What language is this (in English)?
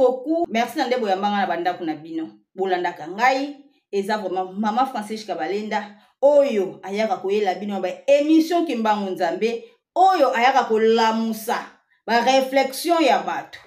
Lingala